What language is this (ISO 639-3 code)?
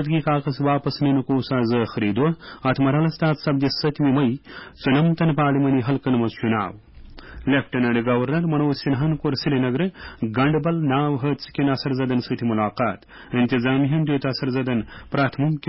kas